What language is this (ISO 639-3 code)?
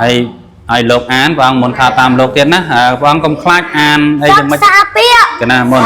khm